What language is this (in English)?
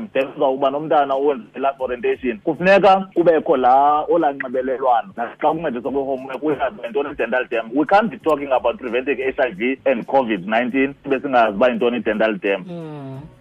Xhosa